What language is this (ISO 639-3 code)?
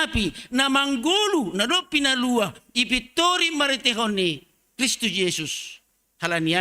bts